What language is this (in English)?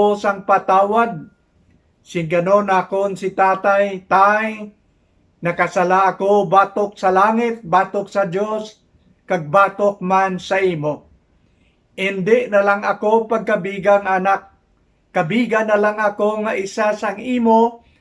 Hiligaynon